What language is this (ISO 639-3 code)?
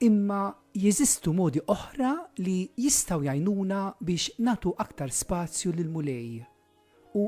mlt